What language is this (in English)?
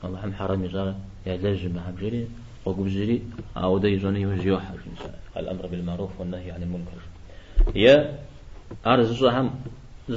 Kabardian